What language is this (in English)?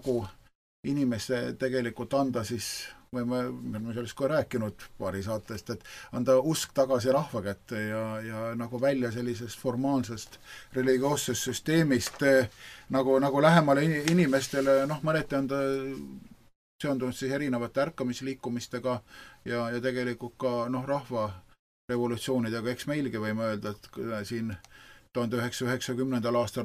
Estonian